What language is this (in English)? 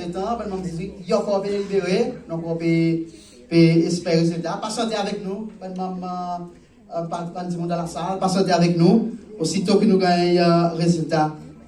Seselwa Creole French